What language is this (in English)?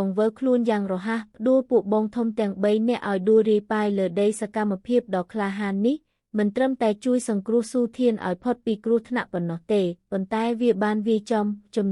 Khmer